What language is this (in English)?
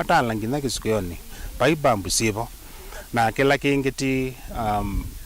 Kamba